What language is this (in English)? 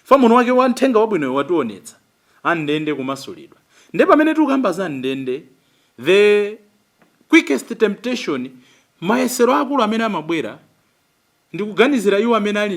Nyanja